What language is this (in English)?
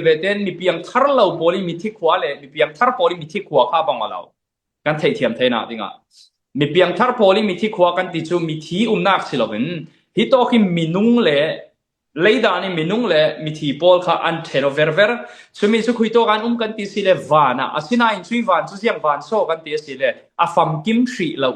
Falam Chin